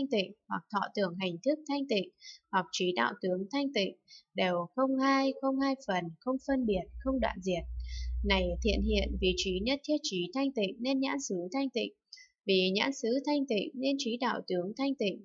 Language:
Vietnamese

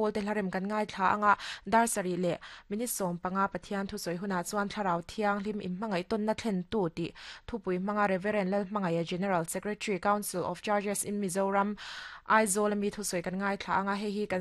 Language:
Mizo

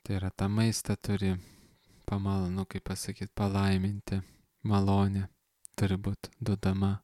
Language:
Lithuanian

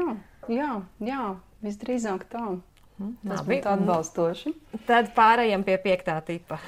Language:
Latvian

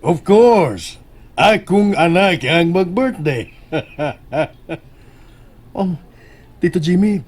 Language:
Cebuano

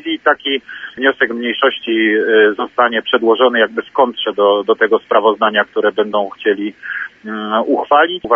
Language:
Polish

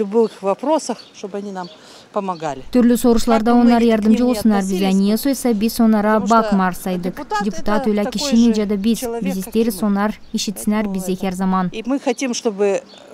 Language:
Gagauz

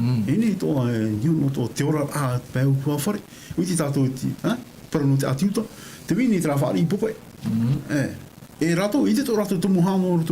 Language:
Tahitian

